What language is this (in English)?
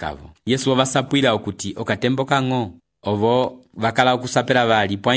Umbundu